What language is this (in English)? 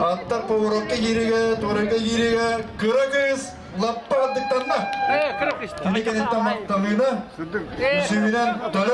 Yakut